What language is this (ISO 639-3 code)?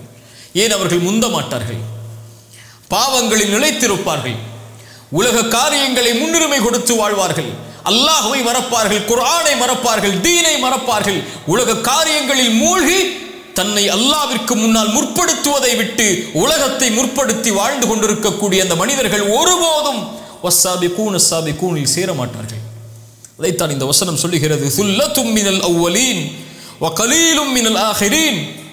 tam